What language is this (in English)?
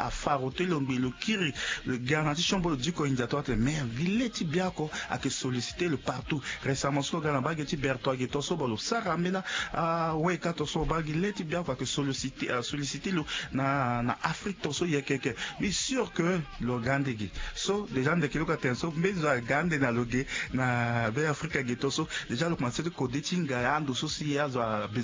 Sango